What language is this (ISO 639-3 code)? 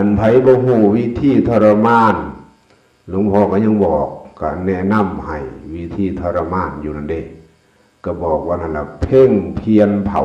tts